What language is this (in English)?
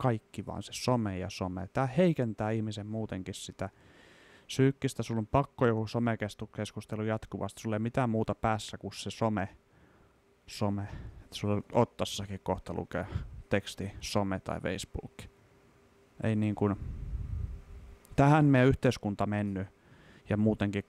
Finnish